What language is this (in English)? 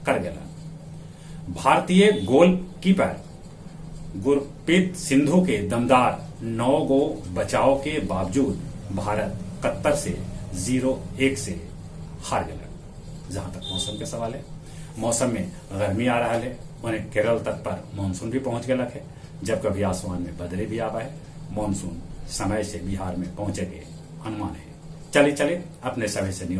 Magahi